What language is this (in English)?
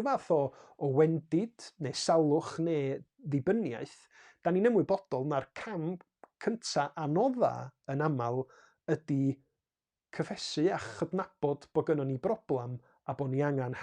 Welsh